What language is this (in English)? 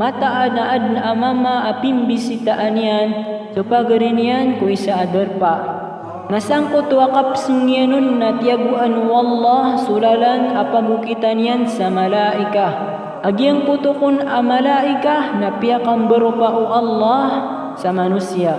Maranao